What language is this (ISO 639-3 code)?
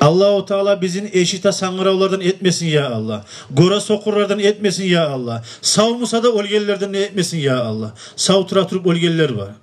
kum